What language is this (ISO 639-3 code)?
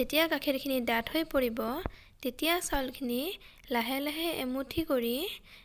asm